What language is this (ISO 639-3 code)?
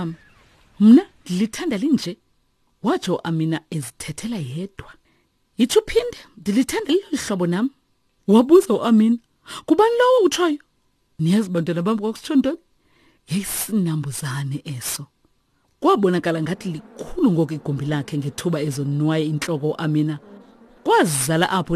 xho